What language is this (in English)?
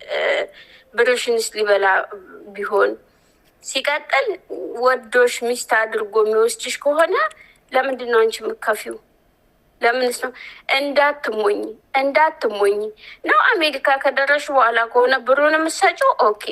Amharic